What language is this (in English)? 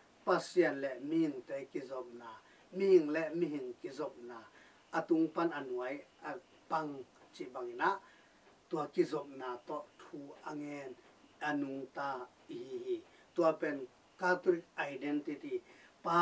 Tedim Chin